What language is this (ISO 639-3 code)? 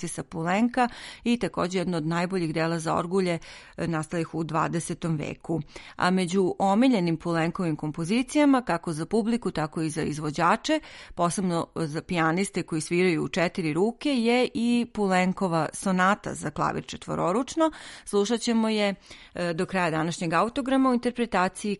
srp